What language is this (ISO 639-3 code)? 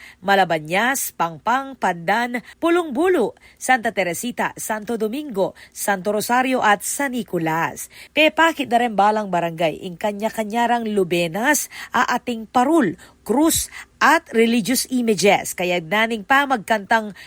pam